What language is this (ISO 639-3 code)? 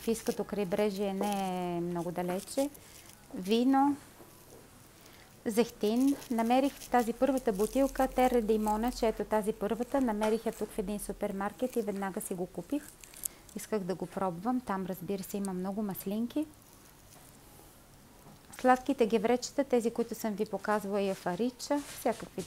bul